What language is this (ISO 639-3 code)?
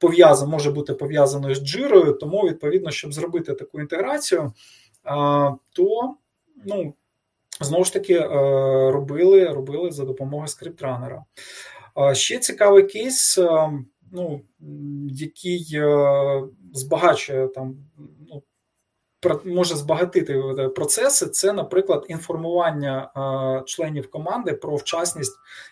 ukr